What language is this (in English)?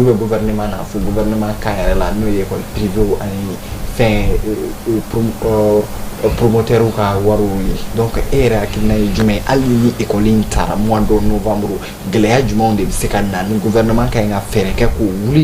Bambara